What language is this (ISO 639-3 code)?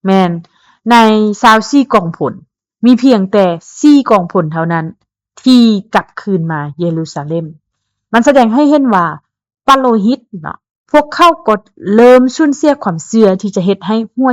lao